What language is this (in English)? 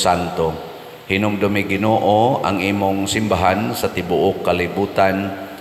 Cebuano